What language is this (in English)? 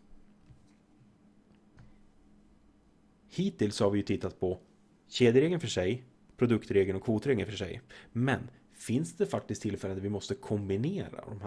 Swedish